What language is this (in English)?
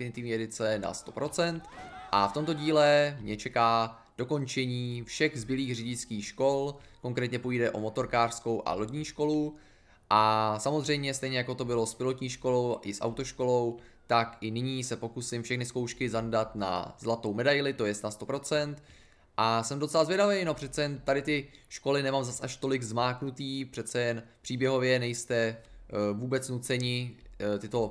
Czech